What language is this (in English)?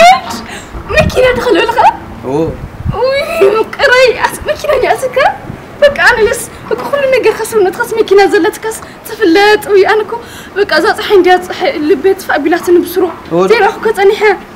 Tigrinya